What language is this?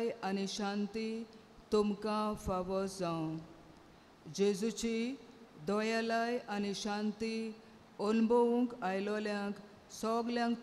Konkani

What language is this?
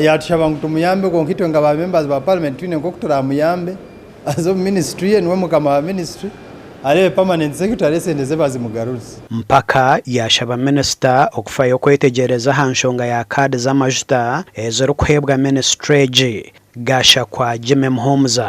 Nyankole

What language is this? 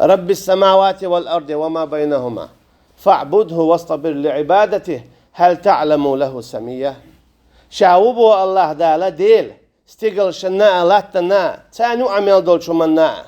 Chechen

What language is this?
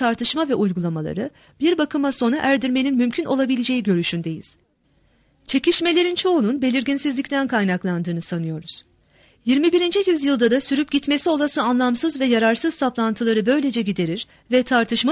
Turkish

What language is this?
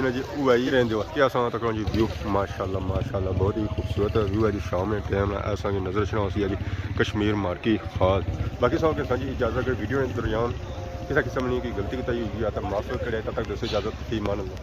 Pahari-Potwari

